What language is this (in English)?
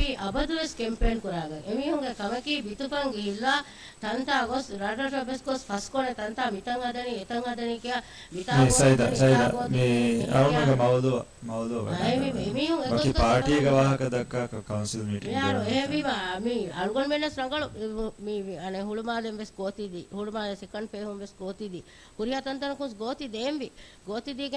Divehi